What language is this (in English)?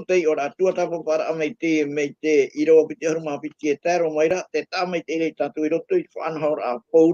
Tahitian